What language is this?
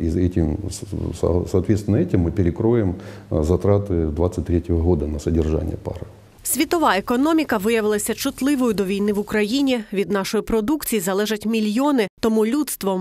Ukrainian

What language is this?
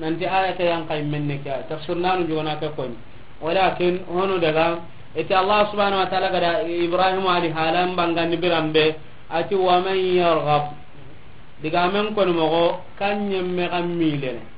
Soninke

